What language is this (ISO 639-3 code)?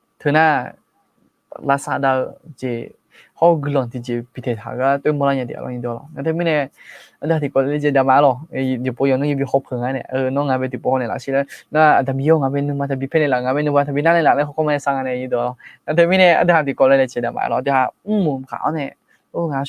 ahk